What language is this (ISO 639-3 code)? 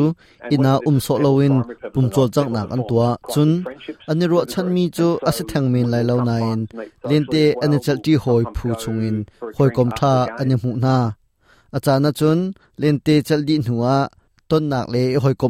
cnh